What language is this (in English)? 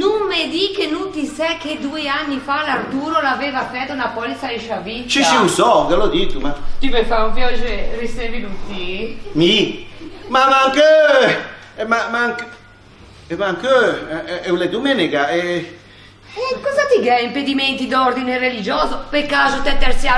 Ligurian